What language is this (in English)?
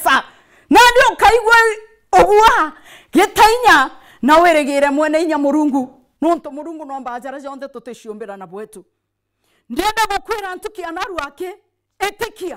Meru